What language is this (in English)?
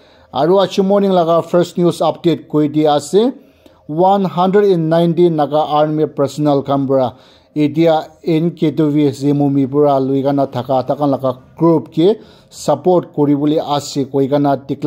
Naga Pidgin